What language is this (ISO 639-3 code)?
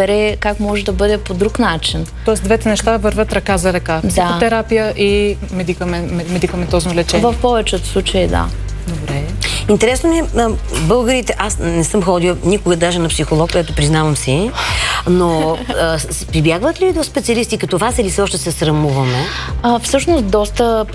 bul